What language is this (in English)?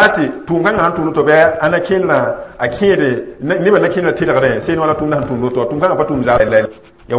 Mossi